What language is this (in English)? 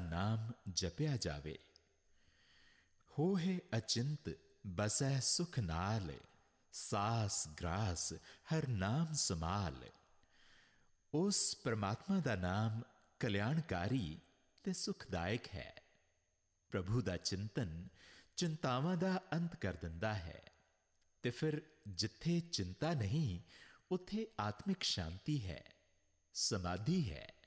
Punjabi